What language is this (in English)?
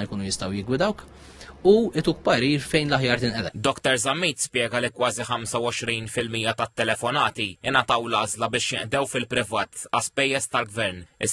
Maltese